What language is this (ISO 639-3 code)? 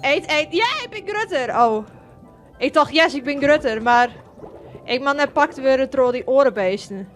fry